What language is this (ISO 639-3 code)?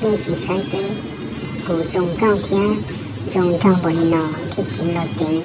hmn